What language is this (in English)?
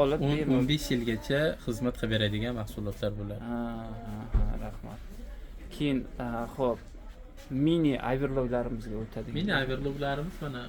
Uzbek